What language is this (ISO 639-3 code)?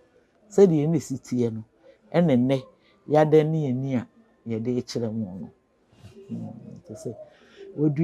aka